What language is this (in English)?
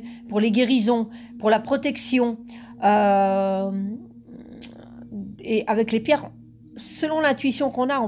French